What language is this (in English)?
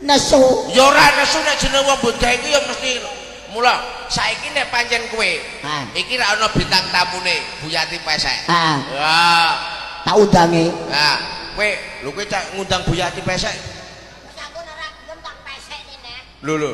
Javanese